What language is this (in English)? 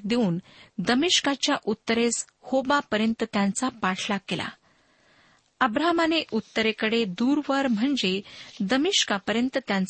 Marathi